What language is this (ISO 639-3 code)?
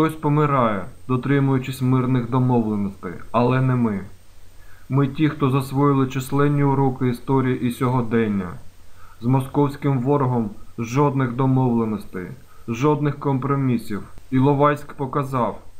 ukr